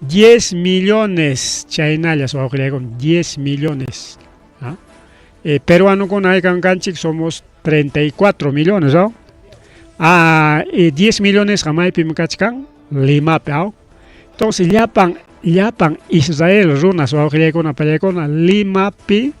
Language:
Ayacucho Quechua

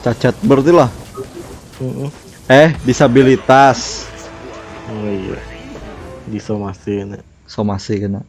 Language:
Banjar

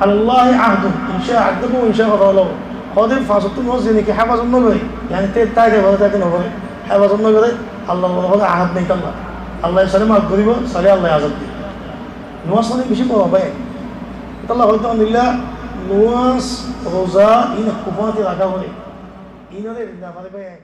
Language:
Rohingya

